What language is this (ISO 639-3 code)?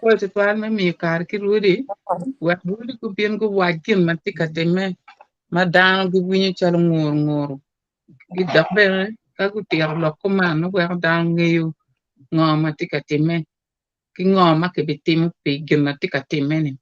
ach